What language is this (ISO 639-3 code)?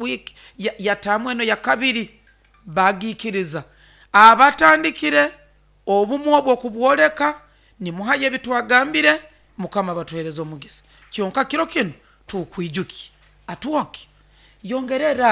nyo